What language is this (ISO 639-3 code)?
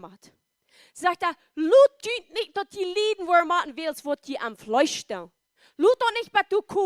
pdt